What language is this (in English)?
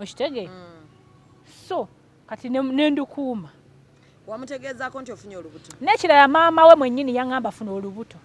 Ganda